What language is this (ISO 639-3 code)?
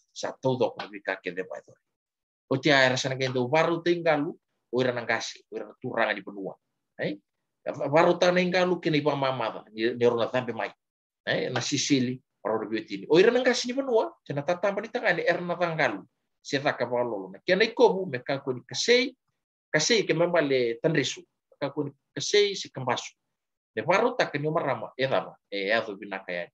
fij